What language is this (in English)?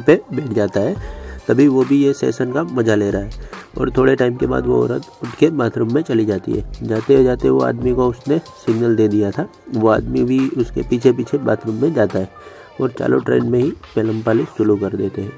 Hindi